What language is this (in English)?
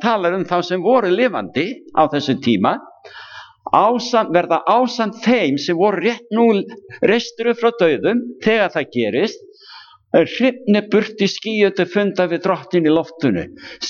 Icelandic